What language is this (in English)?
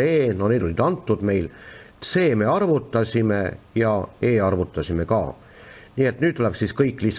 Estonian